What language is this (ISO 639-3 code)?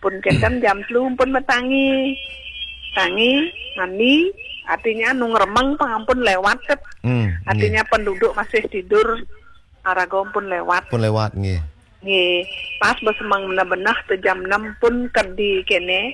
ban